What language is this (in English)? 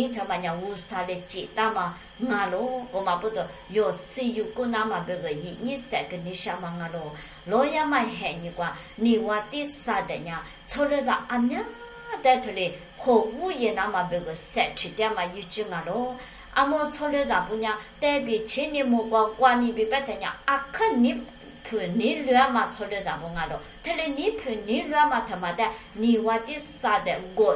Lisu